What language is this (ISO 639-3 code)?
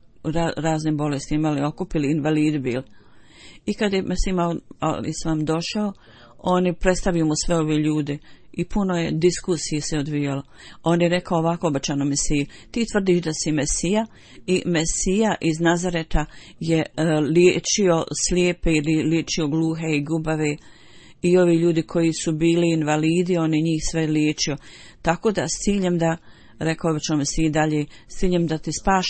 bos